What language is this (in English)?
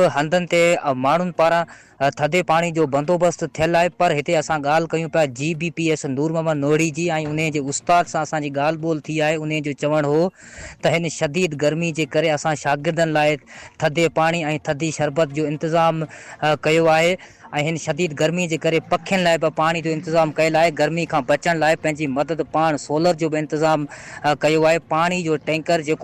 Sindhi